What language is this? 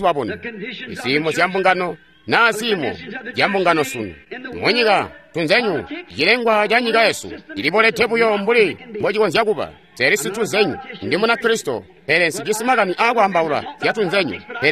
Tonga (Zambia)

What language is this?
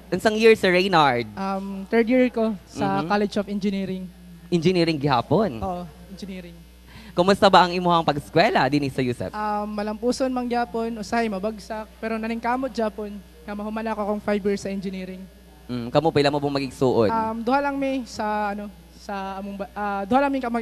Cebuano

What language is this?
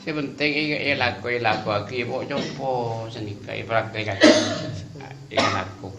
Madurese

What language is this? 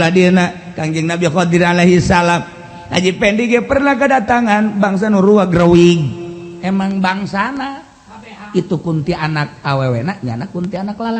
Sundanese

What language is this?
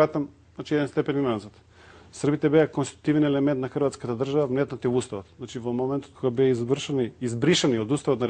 Macedonian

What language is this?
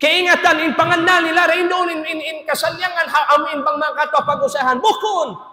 Tausug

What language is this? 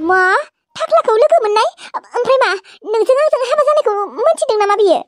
Bodo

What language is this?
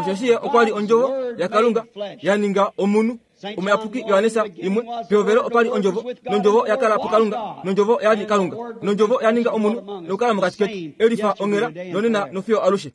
Kuanyama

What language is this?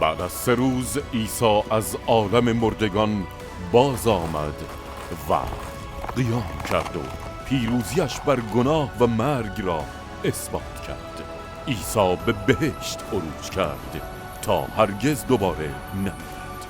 Tajik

